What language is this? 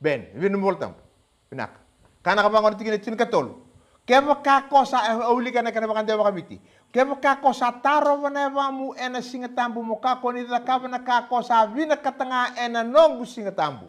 Fijian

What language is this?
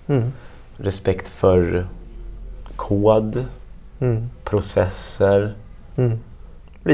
Swedish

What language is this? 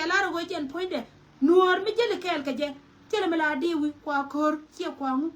Nuer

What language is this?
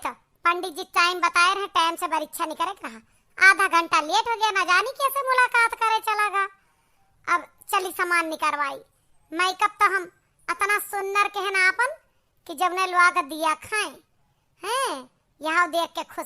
Awadhi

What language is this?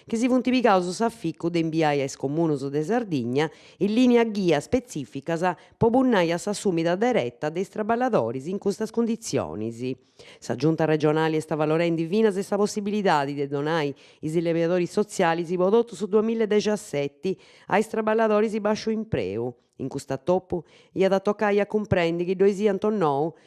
Sardinian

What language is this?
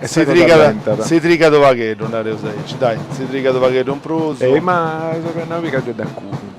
Sardinian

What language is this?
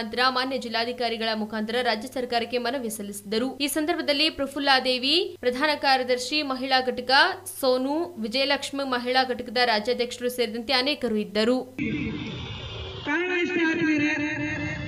Kannada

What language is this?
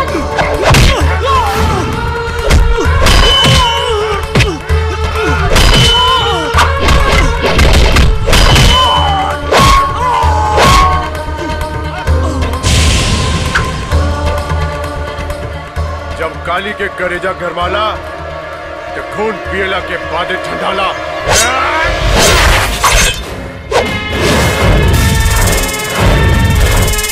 Bhojpuri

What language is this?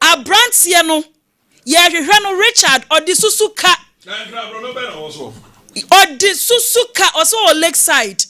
Akan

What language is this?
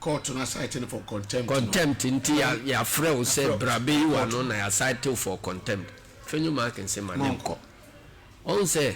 Akan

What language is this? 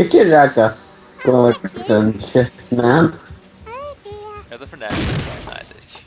Faroese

